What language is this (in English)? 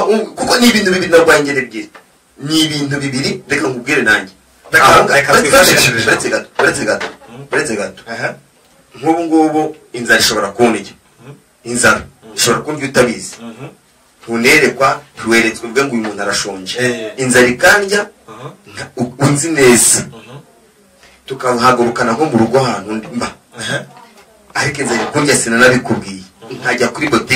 Kinyarwanda